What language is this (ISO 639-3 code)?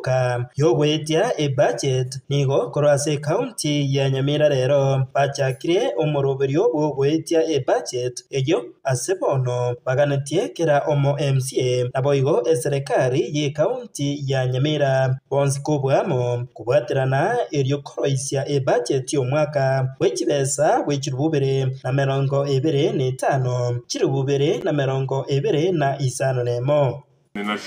guz